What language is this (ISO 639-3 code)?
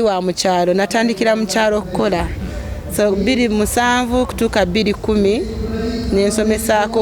lug